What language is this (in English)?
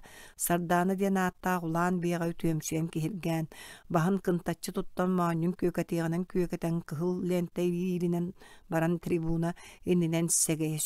Yakut